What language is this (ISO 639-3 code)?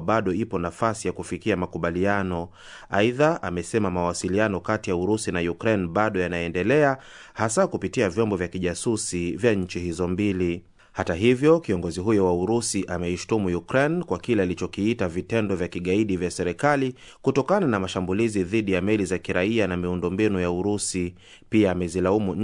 swa